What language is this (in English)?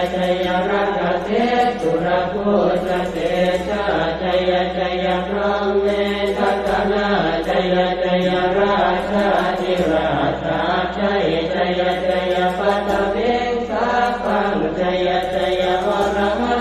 Pali